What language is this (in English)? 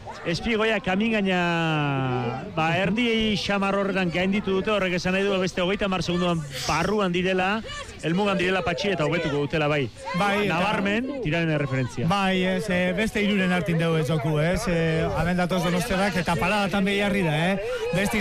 Basque